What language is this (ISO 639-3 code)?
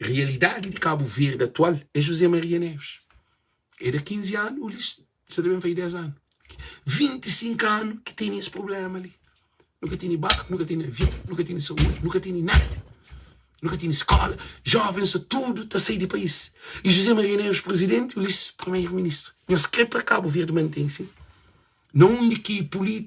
kea